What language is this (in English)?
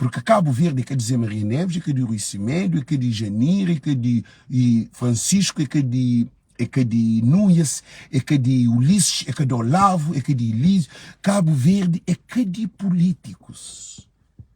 Kabuverdianu